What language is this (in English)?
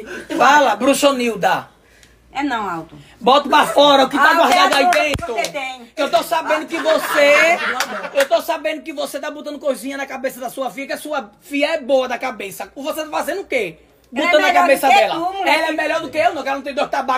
Portuguese